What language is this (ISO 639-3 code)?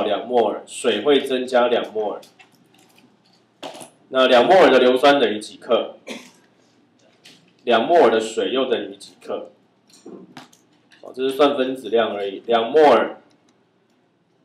zho